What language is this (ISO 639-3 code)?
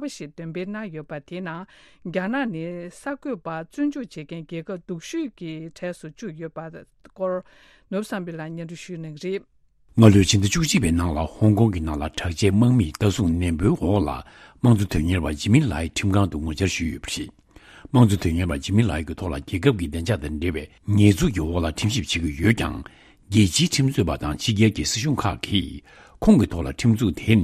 bod